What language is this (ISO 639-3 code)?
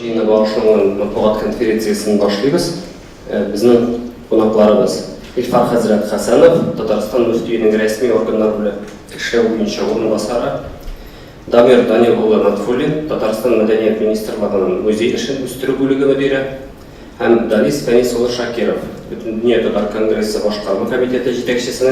tat